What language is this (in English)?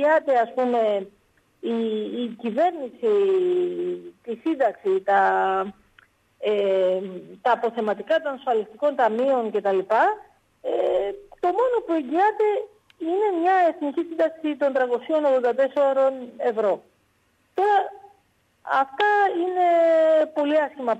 Greek